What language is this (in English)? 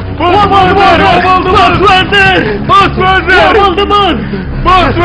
Kazakh